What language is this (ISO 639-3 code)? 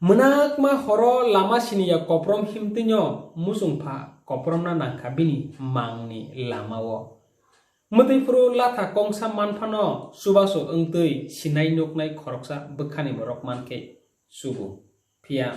trp